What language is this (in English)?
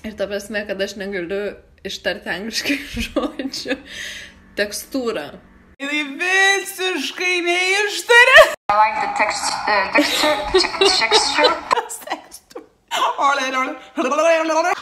Lithuanian